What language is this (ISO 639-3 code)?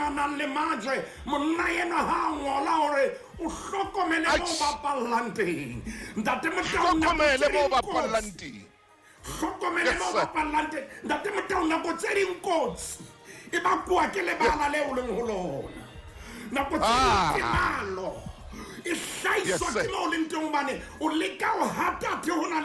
sot